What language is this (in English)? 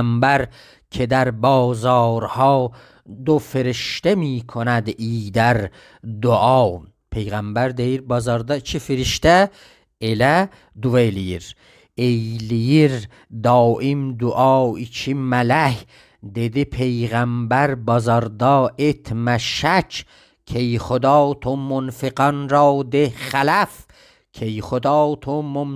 South Azerbaijani